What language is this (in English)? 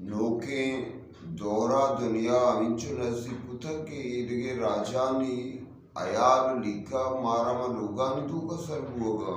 Eastern Balochi